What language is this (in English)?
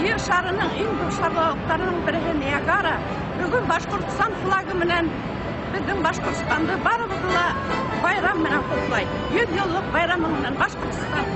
Bashkir